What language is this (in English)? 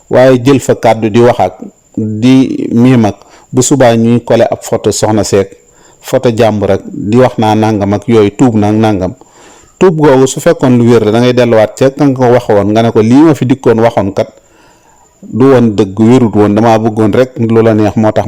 Wolof